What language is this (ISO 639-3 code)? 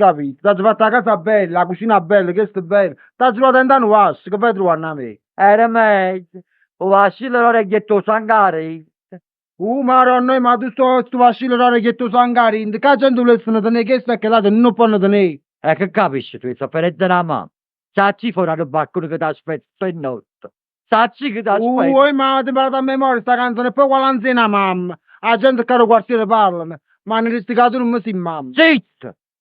nap